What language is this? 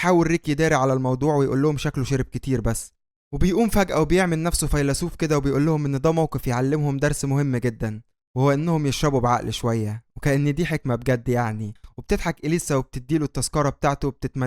Egyptian Arabic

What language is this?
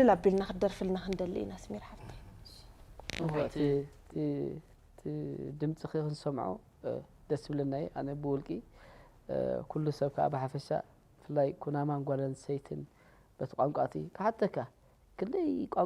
Tigrinya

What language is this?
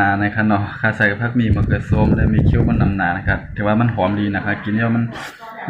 Shan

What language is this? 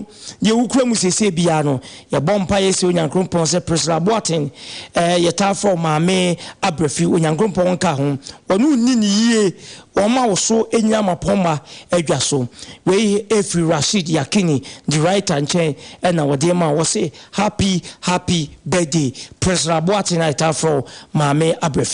Akan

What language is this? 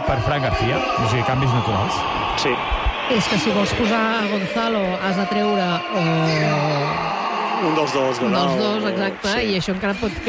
Catalan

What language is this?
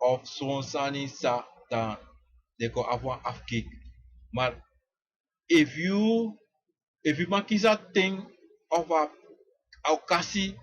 Sranan Tongo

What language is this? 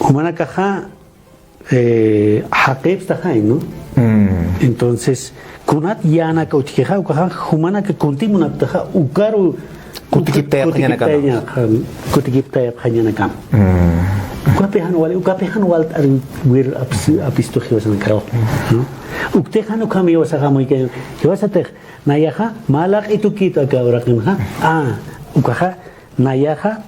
Aymara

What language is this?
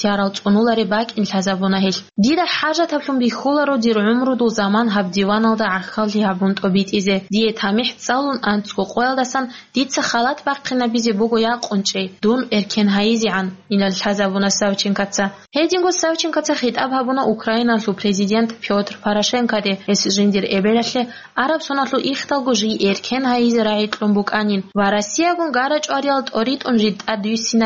Avaric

